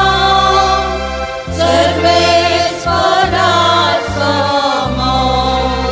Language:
Konkani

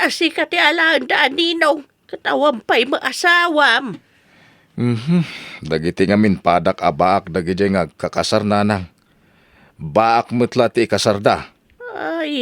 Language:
Iloko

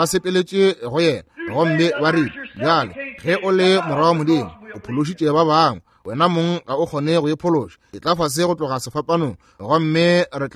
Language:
Northern Sotho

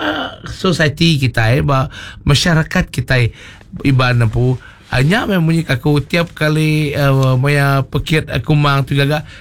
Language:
Iban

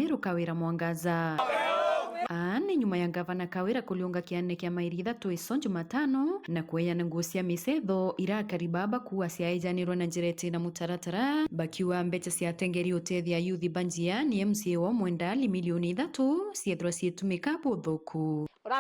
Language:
Meru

